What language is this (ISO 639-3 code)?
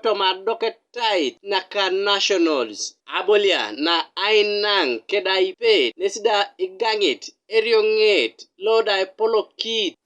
teo